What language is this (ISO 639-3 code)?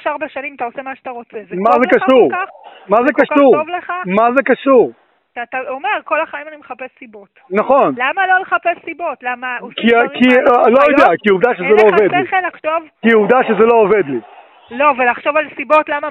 heb